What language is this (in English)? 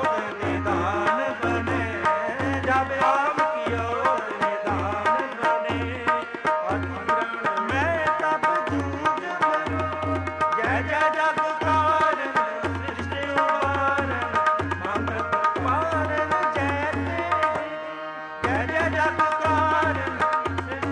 Punjabi